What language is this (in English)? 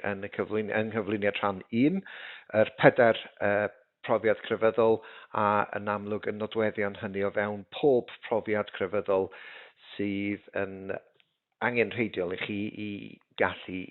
Welsh